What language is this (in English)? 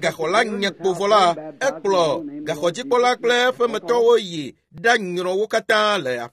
Ewe